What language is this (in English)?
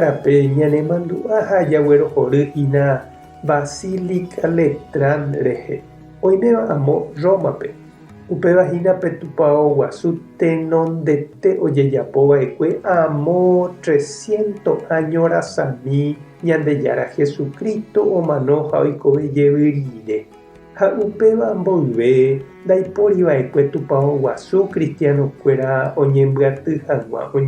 Guarani